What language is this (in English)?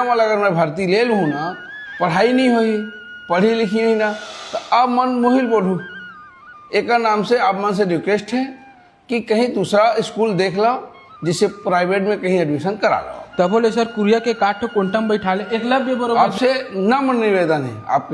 Chhattisgarhi